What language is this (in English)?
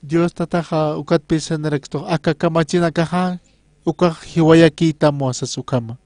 Aymara